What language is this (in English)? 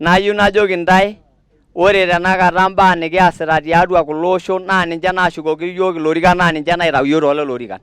Masai